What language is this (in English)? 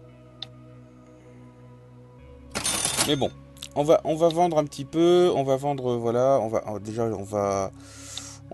French